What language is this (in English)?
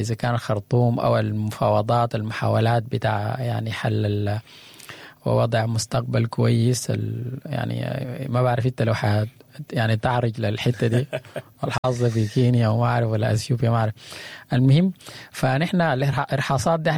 Sudanese Arabic